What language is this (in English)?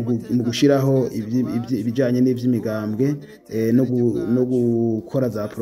Rundi